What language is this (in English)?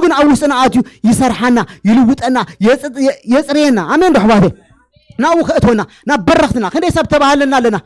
Tigrinya